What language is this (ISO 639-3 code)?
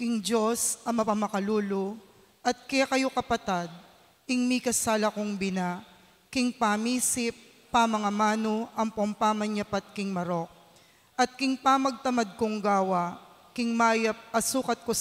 pam